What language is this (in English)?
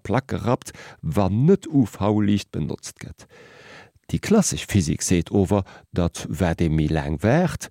Luxembourgish